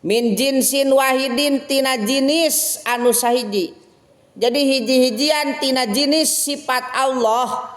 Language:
Sundanese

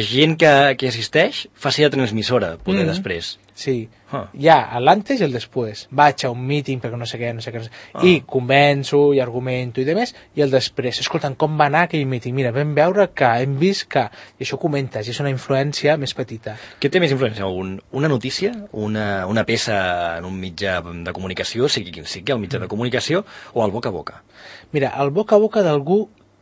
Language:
Catalan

